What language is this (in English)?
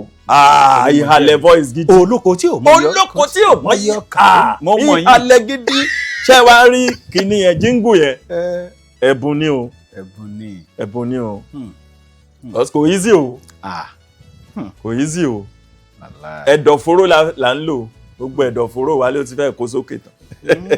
Yoruba